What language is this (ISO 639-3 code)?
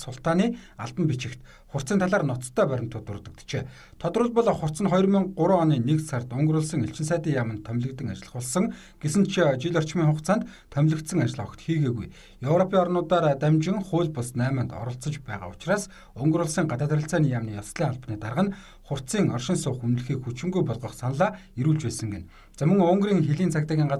mon